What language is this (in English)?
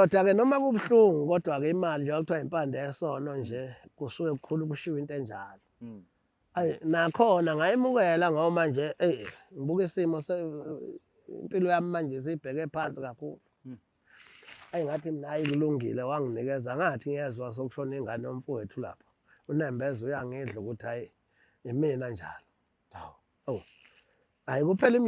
Zulu